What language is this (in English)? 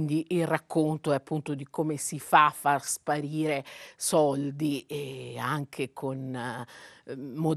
Italian